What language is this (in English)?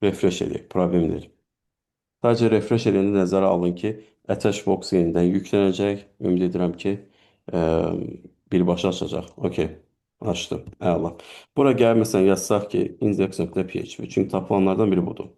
Azerbaijani